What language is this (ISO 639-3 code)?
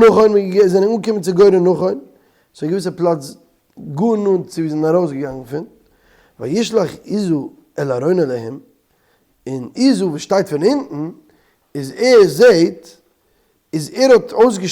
yid